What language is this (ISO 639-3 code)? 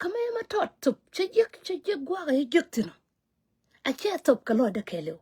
nus